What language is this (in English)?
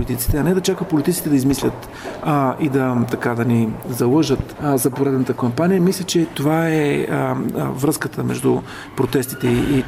Bulgarian